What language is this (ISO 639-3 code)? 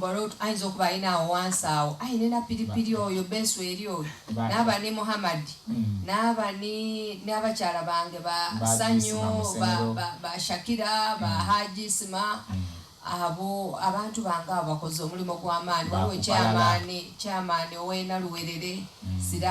xog